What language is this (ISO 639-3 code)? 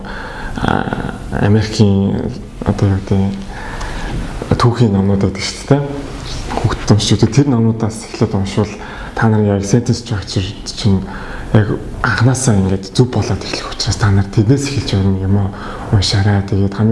mon